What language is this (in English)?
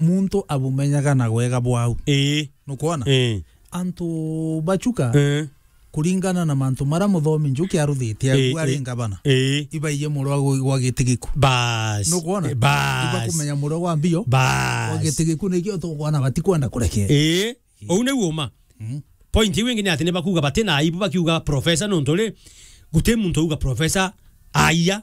Meru